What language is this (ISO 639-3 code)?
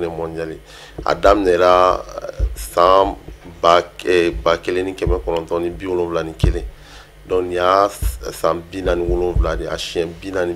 bam